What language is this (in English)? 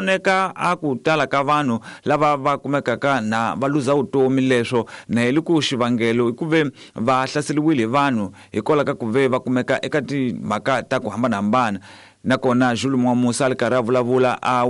Tsonga